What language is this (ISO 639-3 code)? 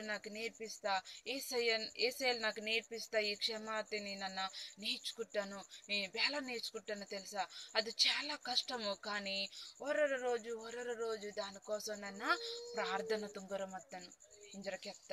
kff